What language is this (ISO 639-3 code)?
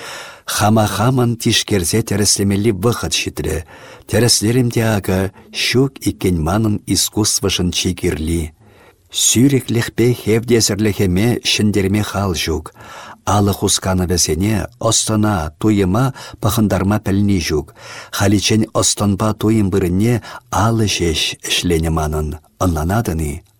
chv